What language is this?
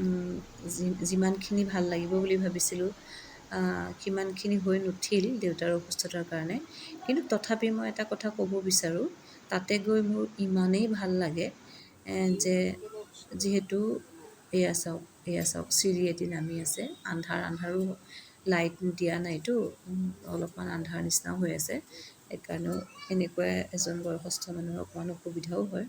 Assamese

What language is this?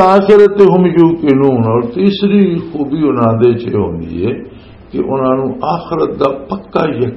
Western Panjabi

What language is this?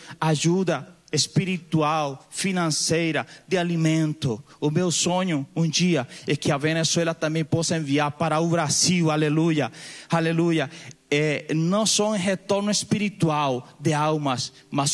Portuguese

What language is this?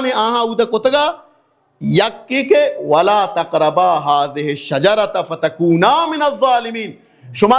Baluchi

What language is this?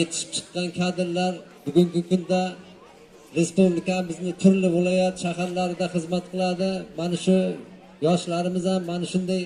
Uzbek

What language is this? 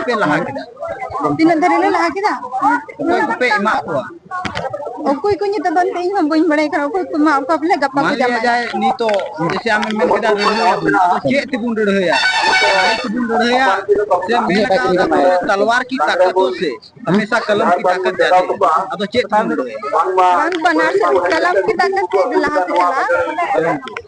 Santali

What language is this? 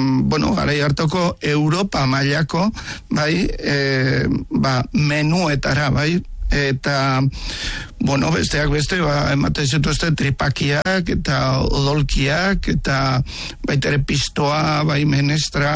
Basque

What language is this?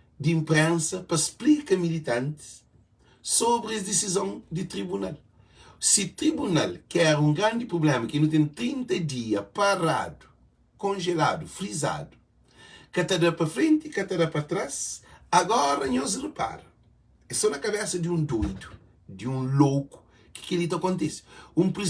Kabuverdianu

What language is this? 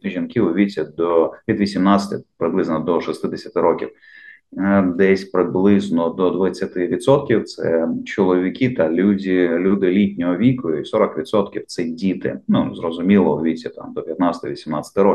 Ukrainian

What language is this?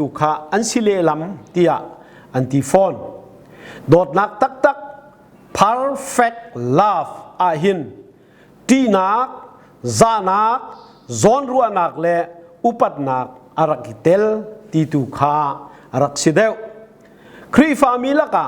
Hakha Chin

